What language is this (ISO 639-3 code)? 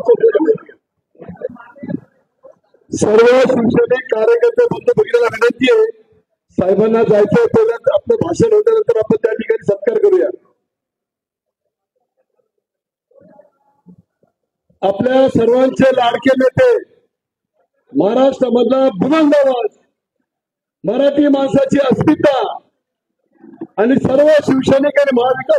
mar